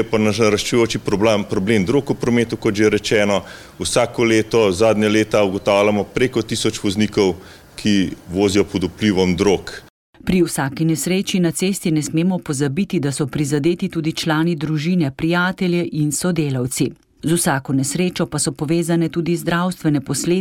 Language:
Slovenian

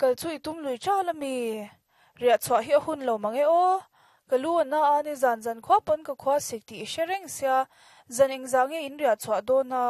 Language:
Mizo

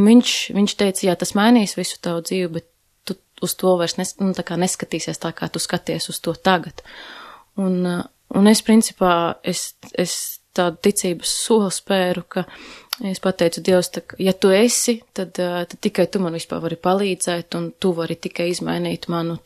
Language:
Latvian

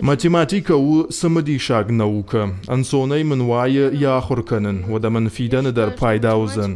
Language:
Ossetic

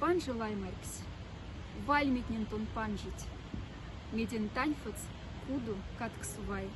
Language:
Moksha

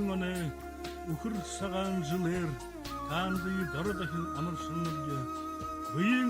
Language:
Buriat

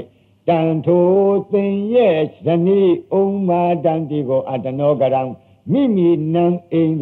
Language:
Burmese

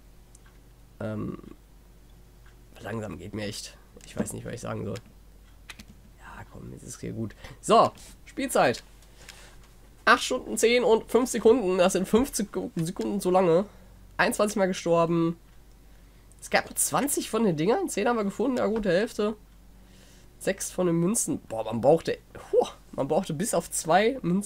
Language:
German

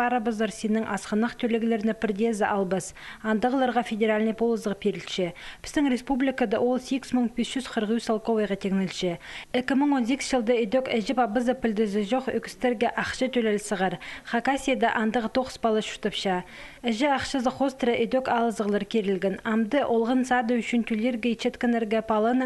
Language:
Khakas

